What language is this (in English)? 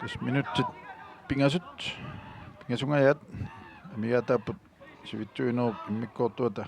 Kalaallisut